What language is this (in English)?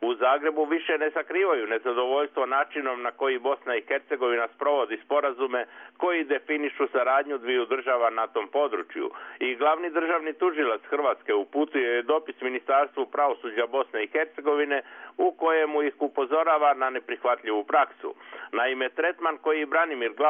Croatian